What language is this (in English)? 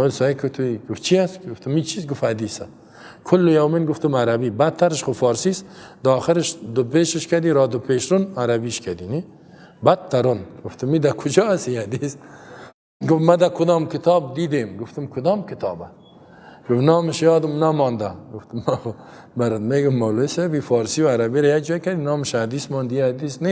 Persian